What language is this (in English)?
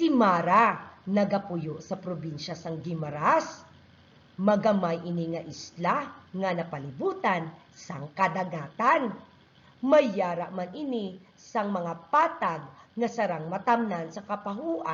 Hiligaynon